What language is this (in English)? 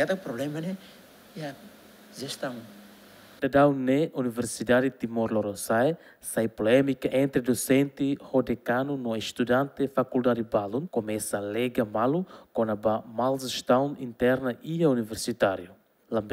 Tetum